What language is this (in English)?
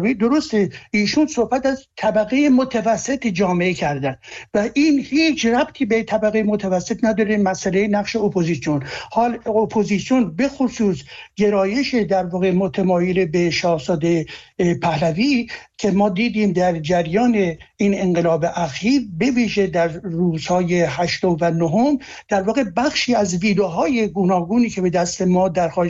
Persian